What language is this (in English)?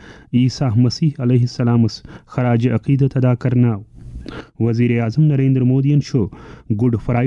Kashmiri